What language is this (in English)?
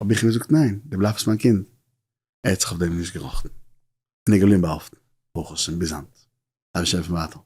Yiddish